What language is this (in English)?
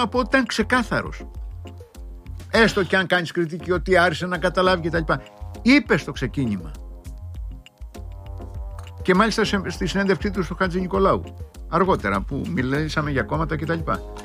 Greek